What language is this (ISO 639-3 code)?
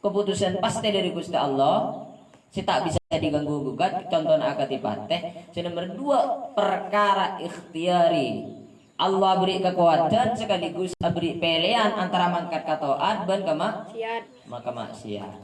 mad